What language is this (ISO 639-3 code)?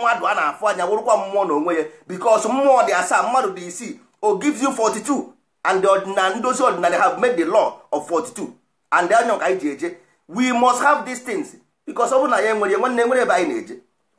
ibo